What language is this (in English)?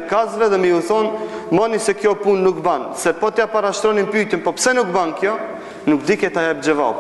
Albanian